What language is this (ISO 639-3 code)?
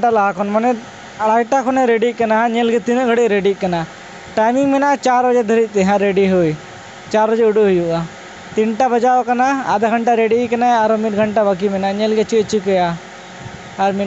sat